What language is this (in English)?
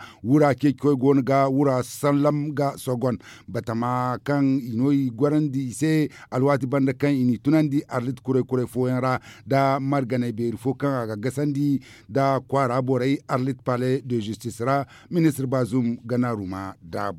Zarma